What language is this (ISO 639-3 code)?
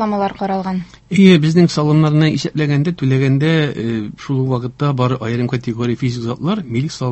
tat